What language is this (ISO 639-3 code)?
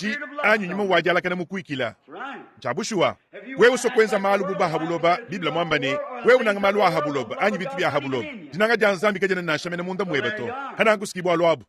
lua